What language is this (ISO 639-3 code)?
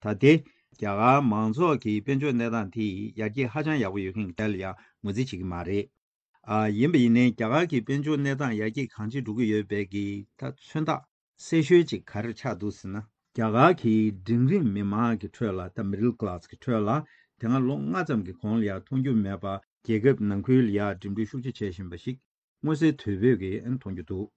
bod